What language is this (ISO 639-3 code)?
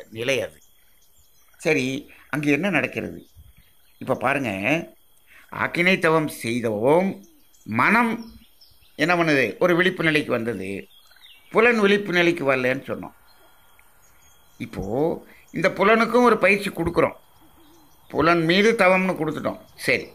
tam